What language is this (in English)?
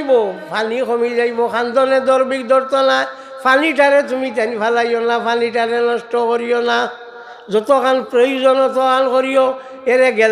Sylheti